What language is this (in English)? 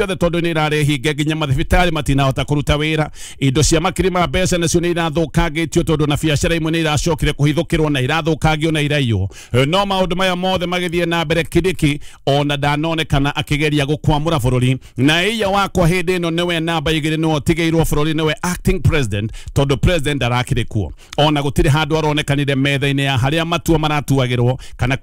Kikuyu